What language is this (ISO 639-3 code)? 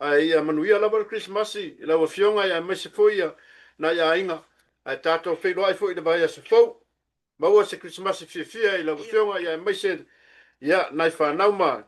smo